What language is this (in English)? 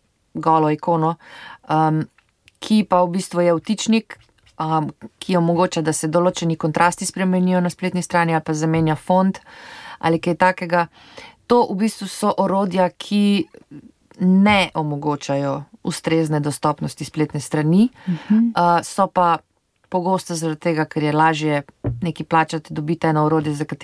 Slovenian